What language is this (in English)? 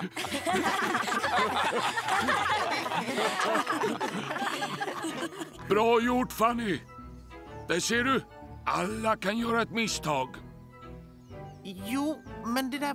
Swedish